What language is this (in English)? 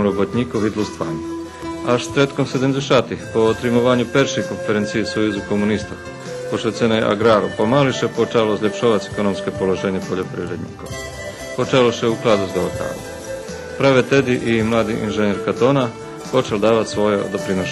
Rusyn